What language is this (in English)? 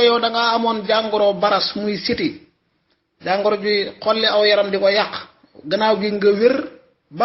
Wolof